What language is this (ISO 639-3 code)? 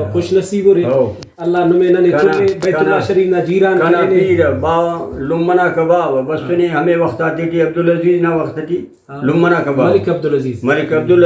brh